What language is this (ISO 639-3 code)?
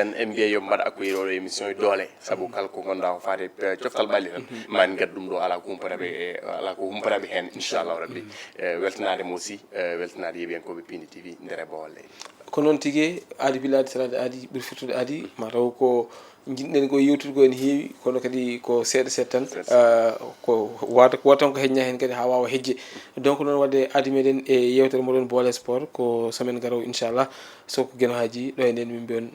ful